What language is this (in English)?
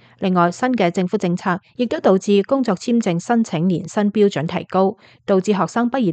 Cantonese